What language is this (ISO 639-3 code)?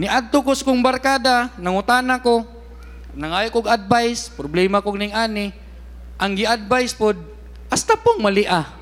ceb